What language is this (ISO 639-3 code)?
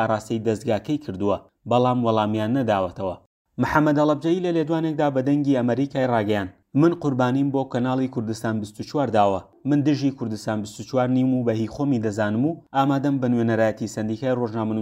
ckb